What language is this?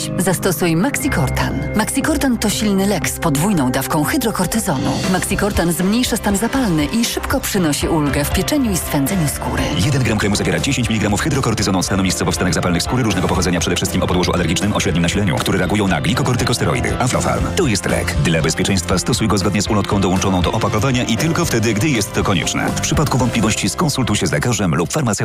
Polish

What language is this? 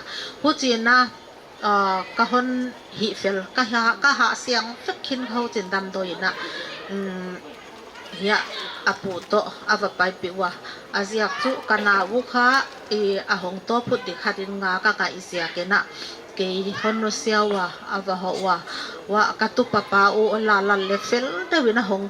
Paite Chin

